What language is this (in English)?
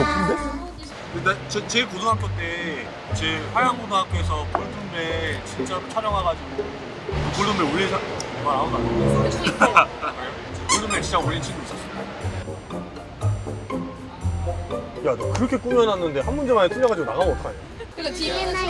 Korean